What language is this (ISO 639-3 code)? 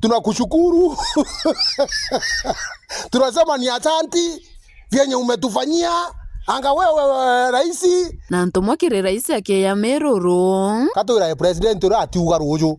mer